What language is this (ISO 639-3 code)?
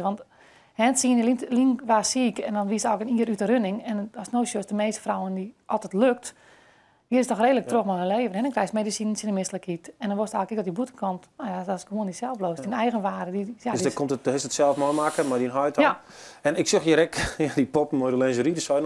fry